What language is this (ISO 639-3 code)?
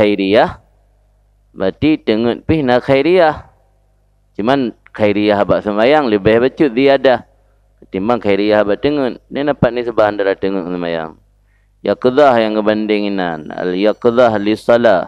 ace